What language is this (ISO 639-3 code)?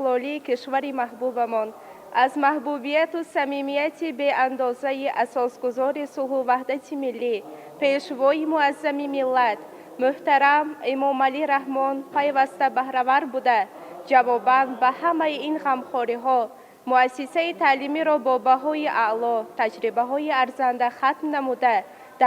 tgk